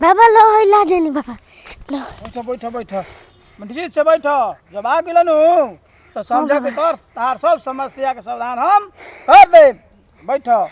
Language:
Bhojpuri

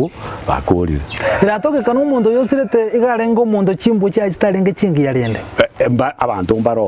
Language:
Gusii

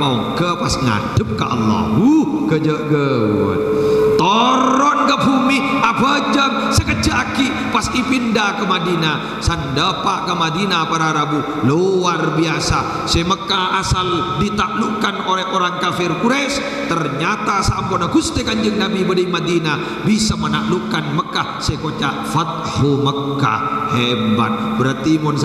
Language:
Madurese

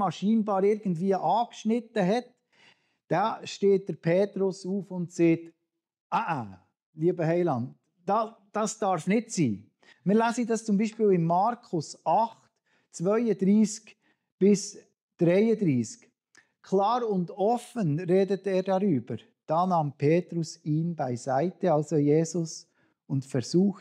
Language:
Swiss German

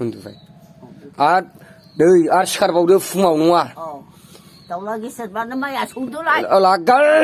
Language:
Bodo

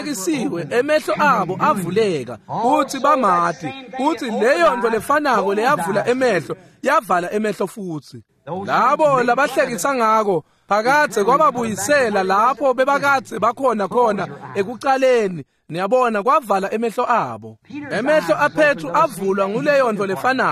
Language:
Swati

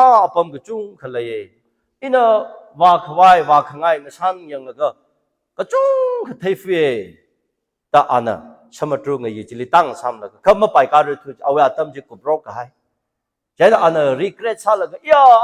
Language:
Tangkhul Naga (India)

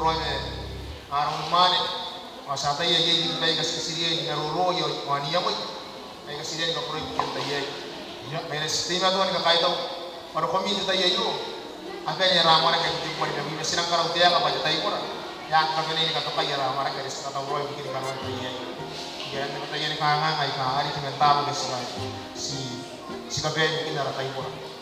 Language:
Gilbertese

